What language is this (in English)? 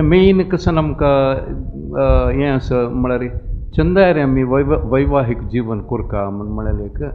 Konkani